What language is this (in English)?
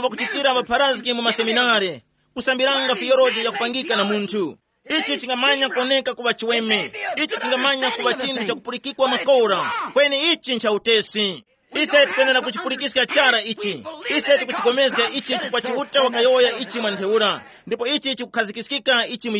Tumbuka